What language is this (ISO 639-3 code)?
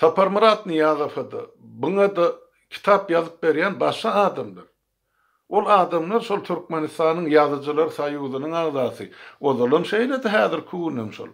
tuk